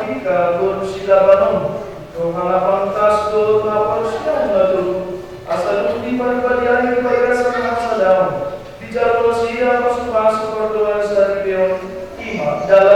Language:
Batak Toba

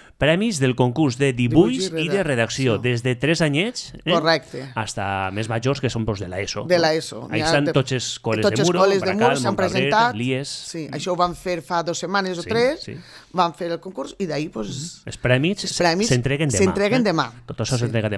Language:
Catalan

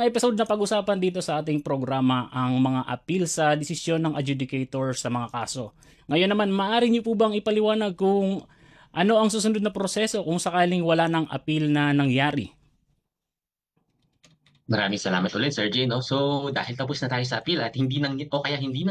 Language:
Filipino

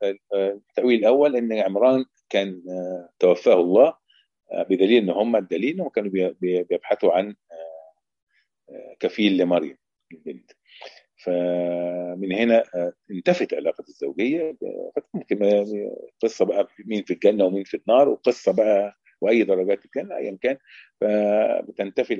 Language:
Egyptian Arabic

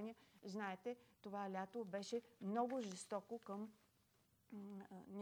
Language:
Bulgarian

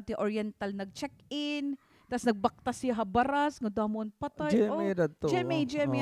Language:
Waray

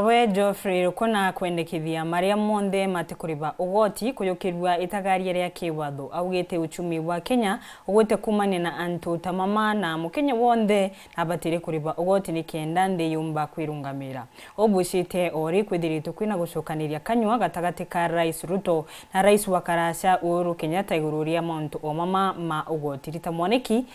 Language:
Meru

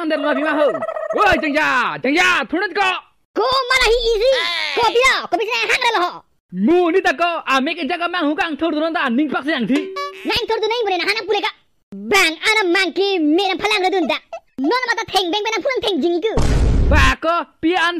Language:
Karbi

